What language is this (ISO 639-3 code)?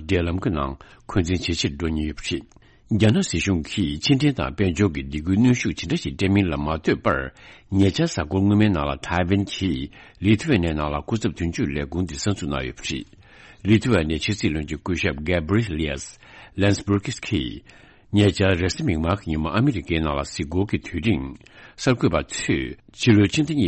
bod